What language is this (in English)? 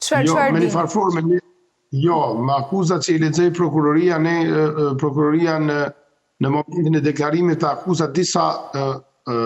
Albanian